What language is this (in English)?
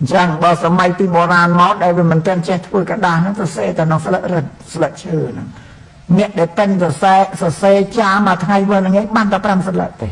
Khmer